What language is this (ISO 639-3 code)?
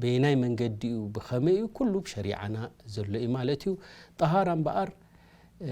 tir